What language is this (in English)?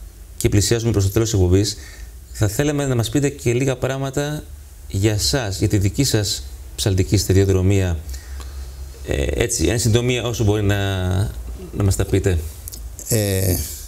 Greek